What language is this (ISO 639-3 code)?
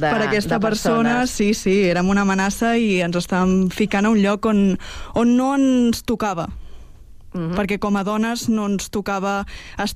cat